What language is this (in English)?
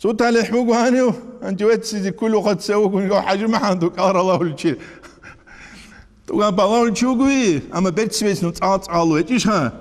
Avaric